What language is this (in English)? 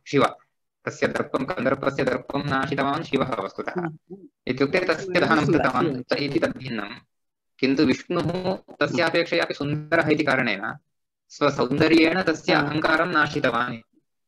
Sanskrit